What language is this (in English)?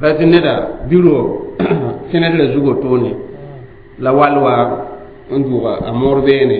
Mossi